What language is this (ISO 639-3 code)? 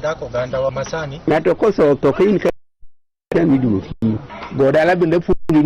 luo